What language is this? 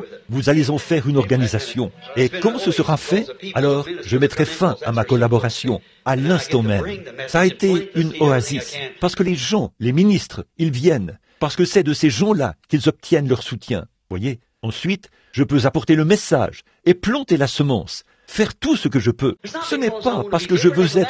French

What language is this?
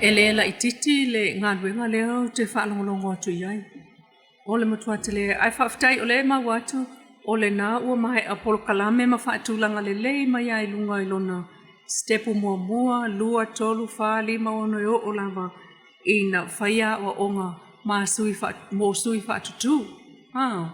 Samoan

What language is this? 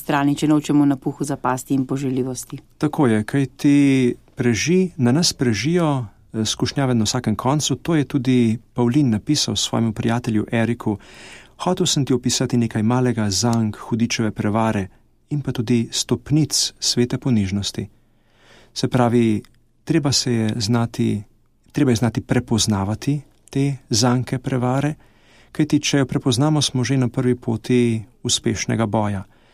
Slovenian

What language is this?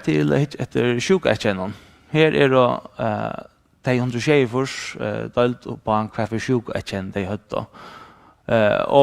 Faroese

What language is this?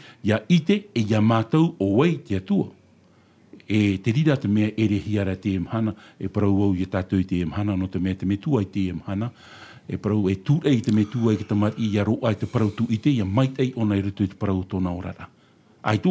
Tahitian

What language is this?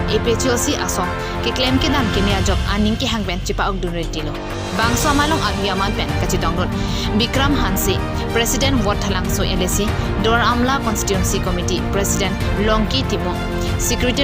Karbi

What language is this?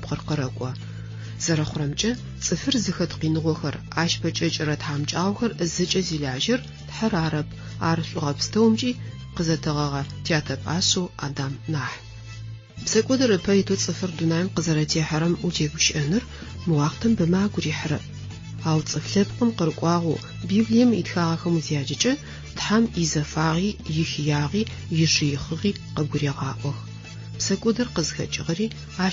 Adyghe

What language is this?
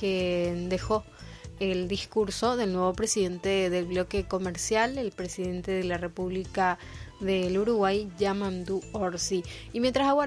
Spanish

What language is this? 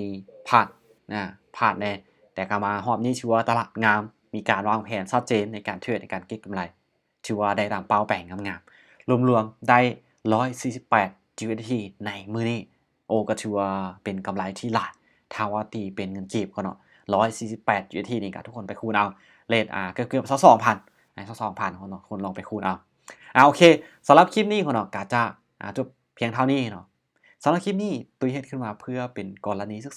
Lao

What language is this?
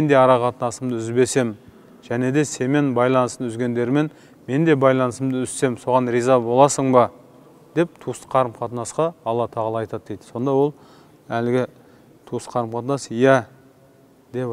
Kazakh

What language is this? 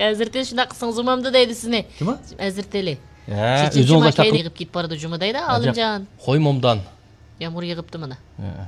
Uyghur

